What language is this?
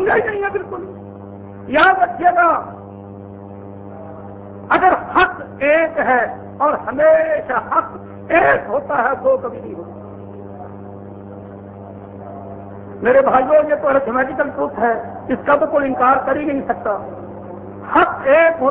Urdu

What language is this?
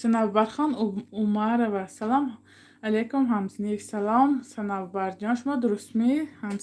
Tajik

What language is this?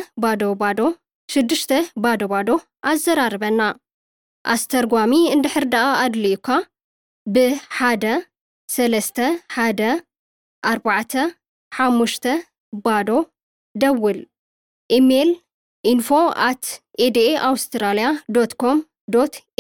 Tigrinya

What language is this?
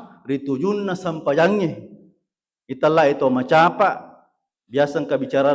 Buginese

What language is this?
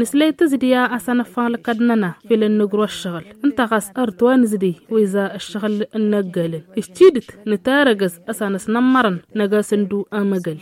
Tamasheq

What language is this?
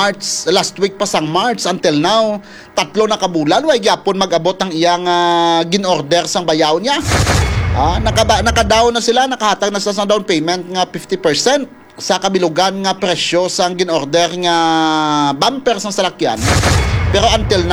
Hiligaynon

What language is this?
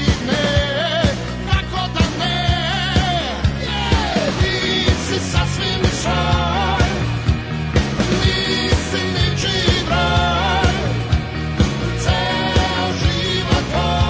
Serbian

